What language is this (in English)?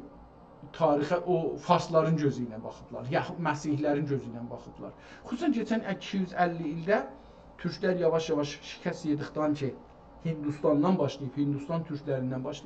South Azerbaijani